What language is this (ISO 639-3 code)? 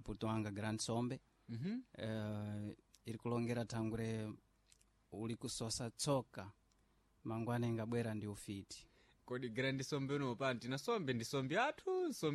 seh